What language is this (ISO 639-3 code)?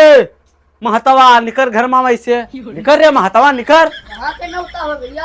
awa